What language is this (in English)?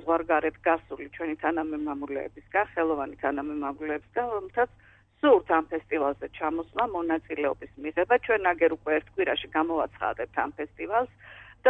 Georgian